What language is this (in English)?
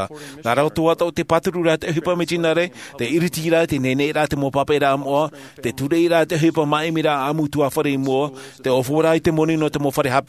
Tahitian